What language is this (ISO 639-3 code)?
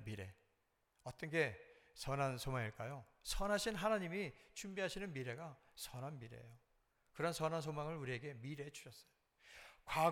kor